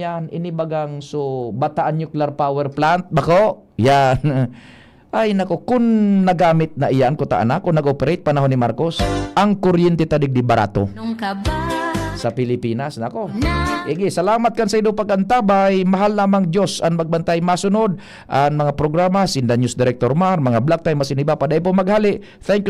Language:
Bikol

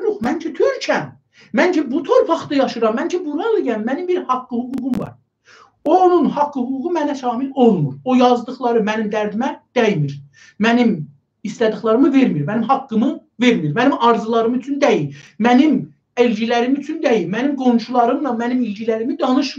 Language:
South Azerbaijani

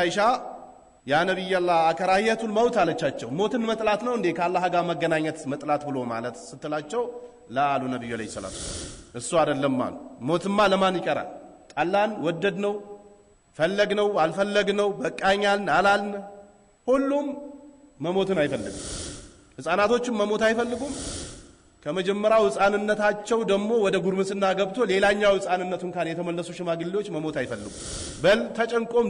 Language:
Amharic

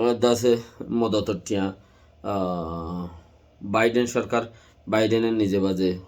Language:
Rohingya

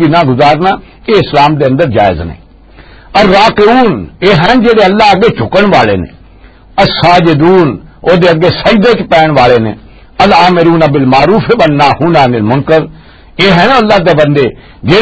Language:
Western Panjabi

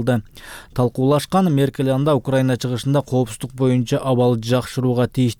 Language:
Kyrgyz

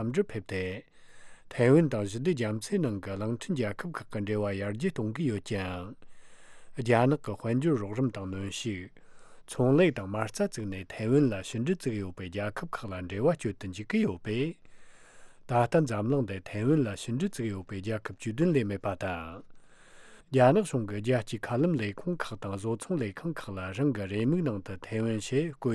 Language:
Tibetan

